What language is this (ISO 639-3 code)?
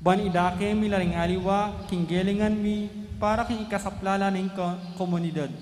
pam